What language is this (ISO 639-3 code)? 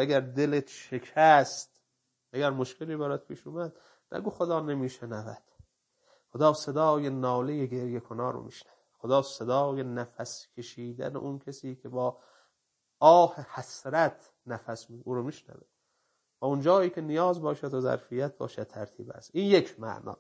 fas